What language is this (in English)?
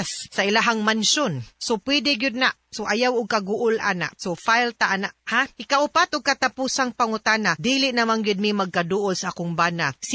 Cebuano